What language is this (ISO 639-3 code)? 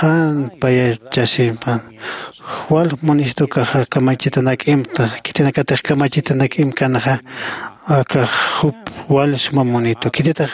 aym